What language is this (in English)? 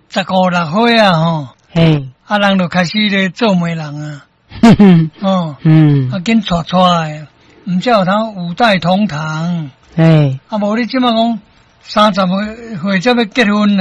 Min Nan Chinese